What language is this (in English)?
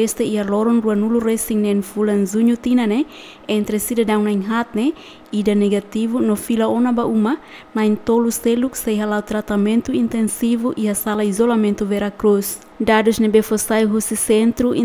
Tetum